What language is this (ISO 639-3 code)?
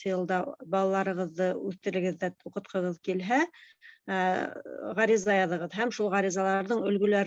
bak